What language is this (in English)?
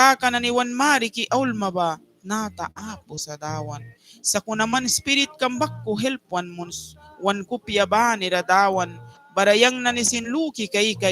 Mískito